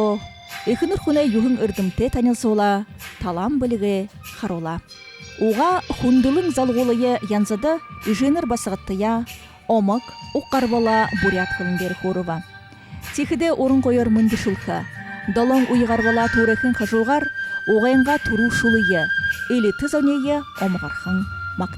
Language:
Buriat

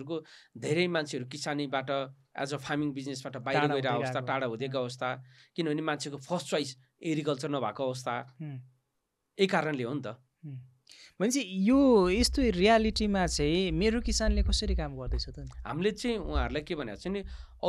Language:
Nepali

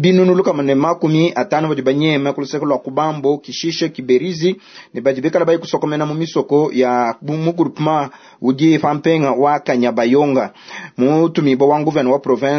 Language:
Luba-Lulua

